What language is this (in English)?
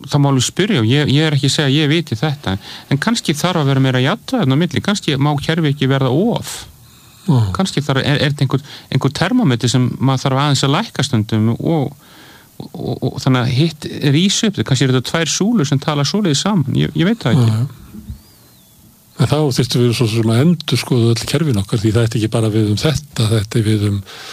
Icelandic